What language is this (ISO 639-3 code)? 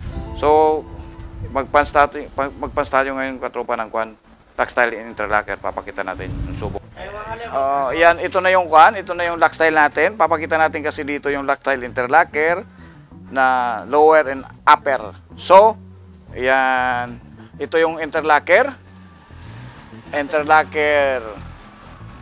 fil